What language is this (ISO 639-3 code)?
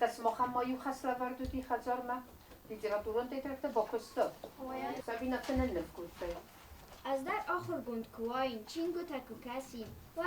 oss